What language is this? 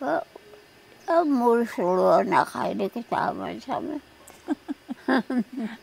Taroko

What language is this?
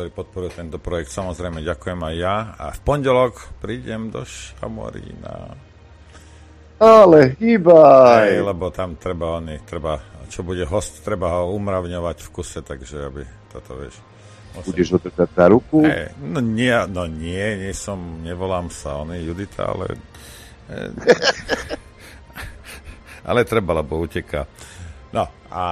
Slovak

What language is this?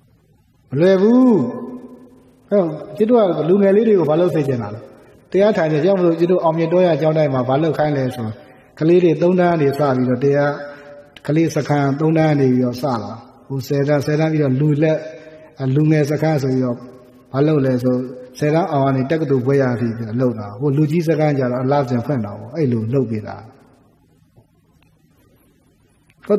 Burmese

